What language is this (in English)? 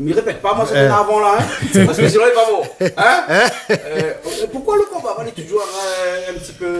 Réunion Creole French